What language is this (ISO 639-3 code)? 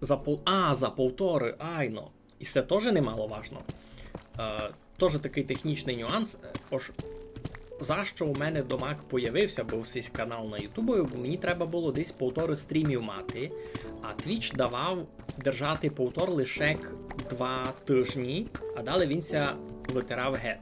rue